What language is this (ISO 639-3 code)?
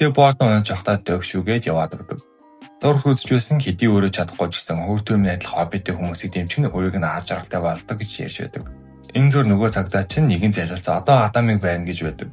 mon